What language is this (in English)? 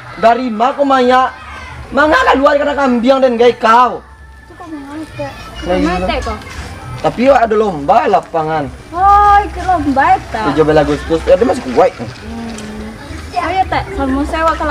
Minangkabau